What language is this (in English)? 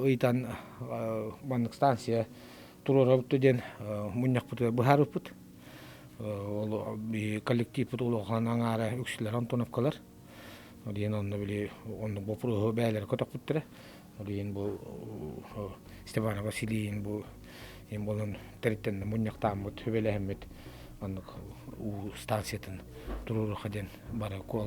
Yakut